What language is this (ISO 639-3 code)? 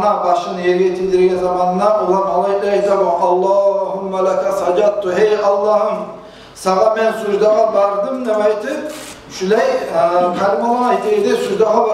kum